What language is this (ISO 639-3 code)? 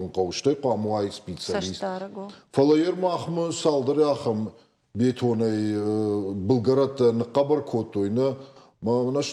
oss